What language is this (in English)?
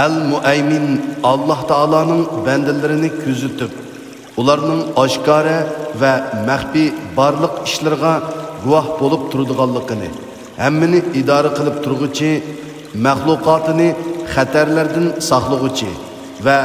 Uyghur